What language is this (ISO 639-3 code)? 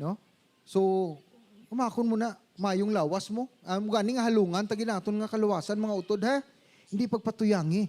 hil